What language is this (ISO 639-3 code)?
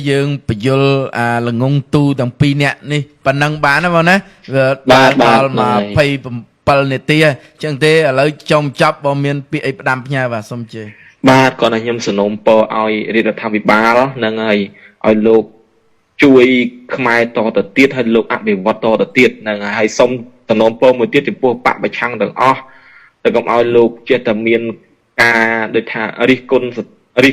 khm